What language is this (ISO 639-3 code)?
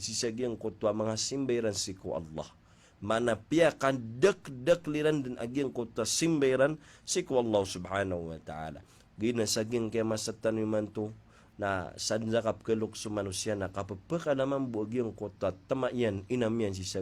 mrw